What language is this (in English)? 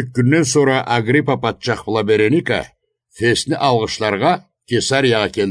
Karachay-Balkar